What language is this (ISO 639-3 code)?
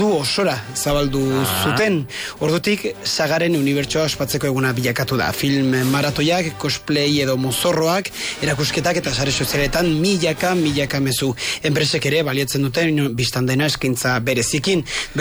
eus